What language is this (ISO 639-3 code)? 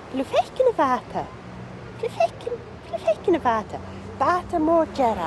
gla